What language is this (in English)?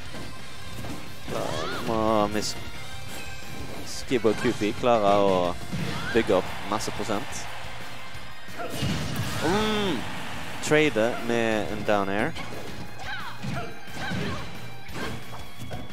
Norwegian